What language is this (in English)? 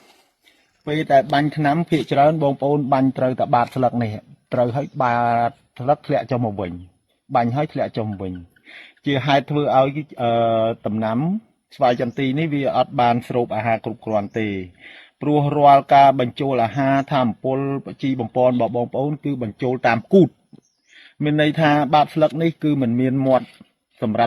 Khmer